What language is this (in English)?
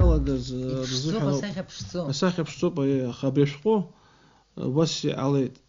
Abkhazian